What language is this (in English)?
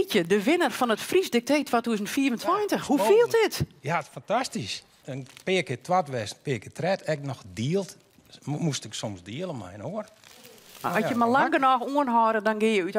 Western Frisian